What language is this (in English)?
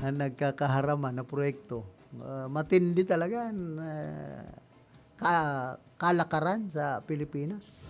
Bikol